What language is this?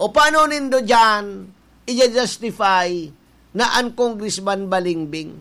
Bikol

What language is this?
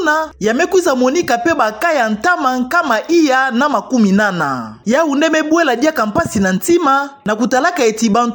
Kituba (Democratic Republic of Congo)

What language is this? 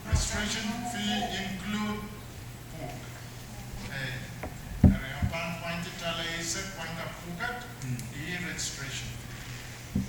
Pohnpeian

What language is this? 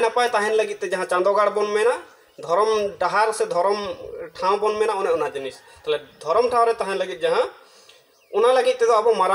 Santali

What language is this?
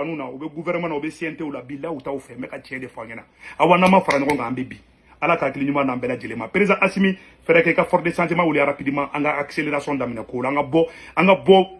Bambara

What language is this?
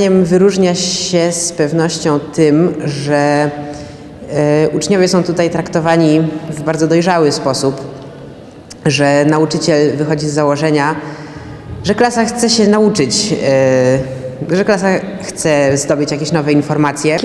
Polish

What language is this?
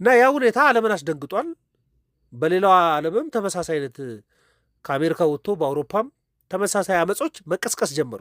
Amharic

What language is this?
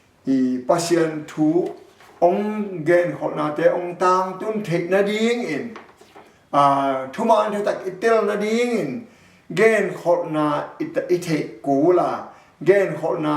Tedim Chin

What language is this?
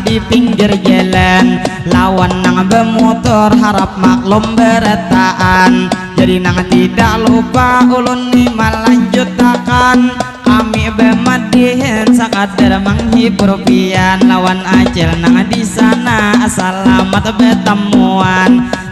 Banjar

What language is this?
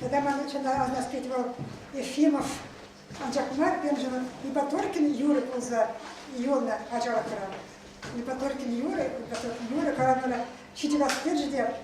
Chuvash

